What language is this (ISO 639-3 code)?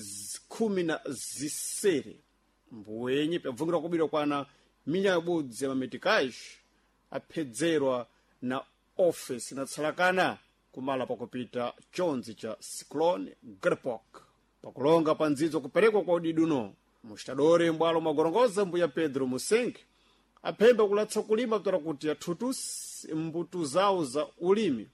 seh